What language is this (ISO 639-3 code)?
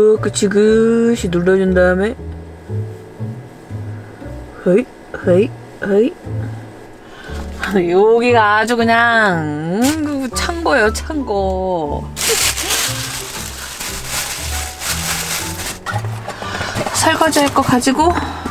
kor